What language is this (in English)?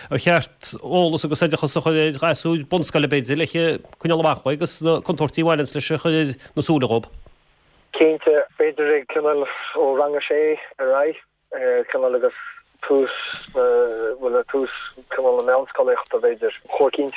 Irish